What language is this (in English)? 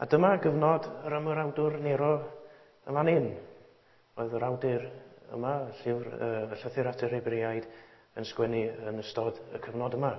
Welsh